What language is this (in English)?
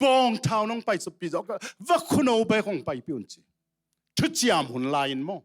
Tedim Chin